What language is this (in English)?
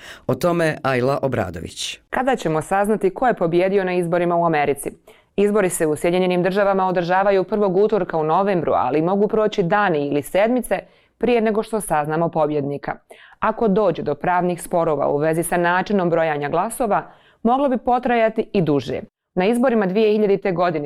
Bosnian